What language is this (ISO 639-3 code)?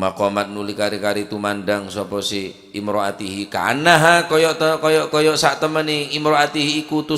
mad